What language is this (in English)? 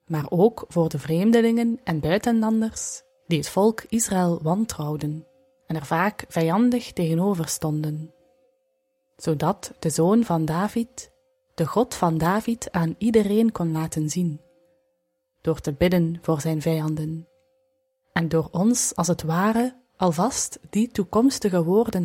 Dutch